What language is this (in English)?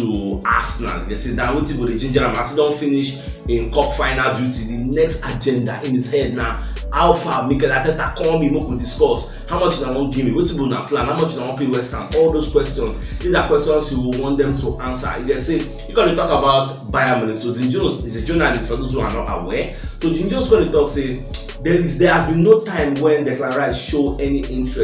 Nigerian Pidgin